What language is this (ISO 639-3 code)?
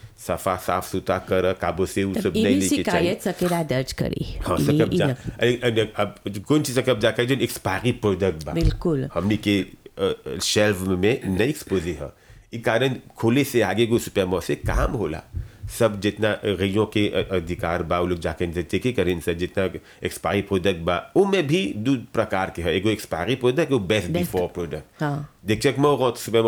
bho